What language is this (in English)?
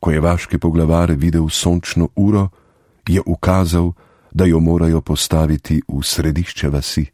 Slovenian